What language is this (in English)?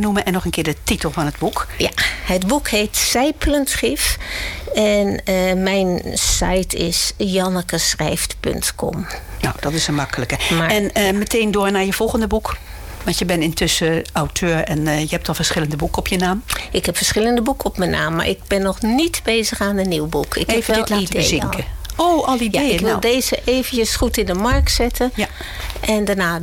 Dutch